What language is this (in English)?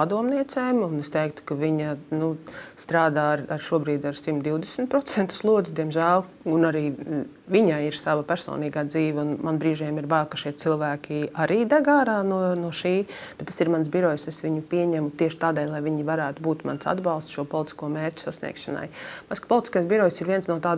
Latvian